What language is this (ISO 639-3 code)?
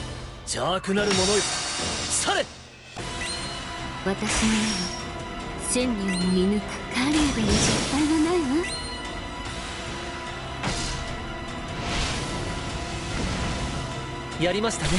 jpn